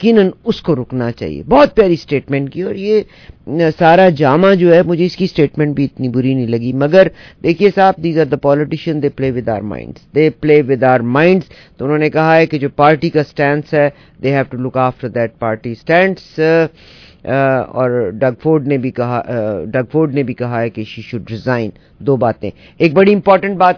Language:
Urdu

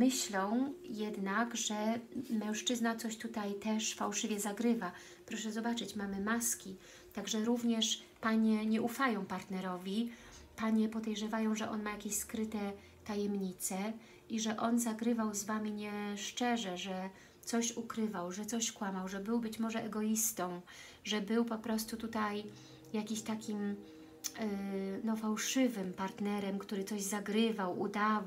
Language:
Polish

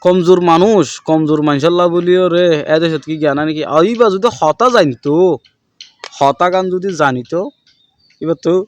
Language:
Rohingya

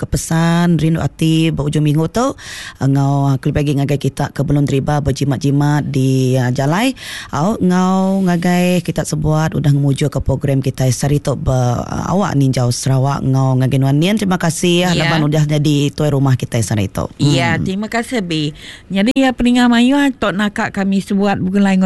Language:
Iban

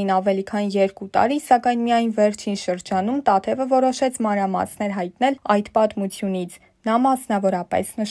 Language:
Armenian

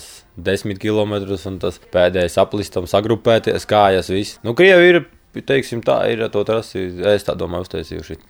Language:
Latvian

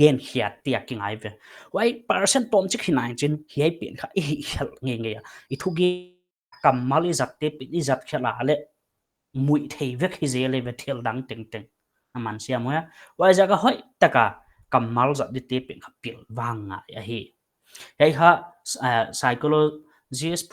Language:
Paite Chin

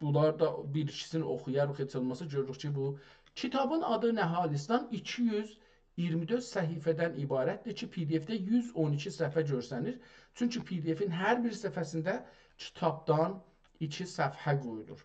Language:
South Azerbaijani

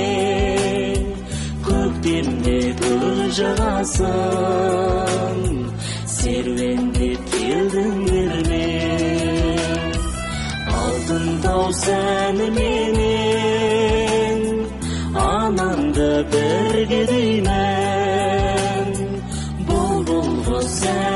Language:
Kazakh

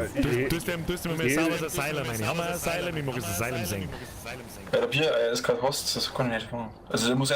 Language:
Bavarian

